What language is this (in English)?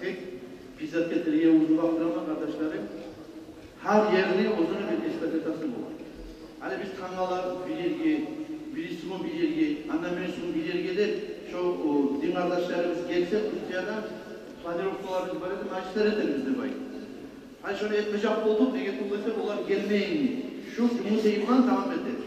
Kumyk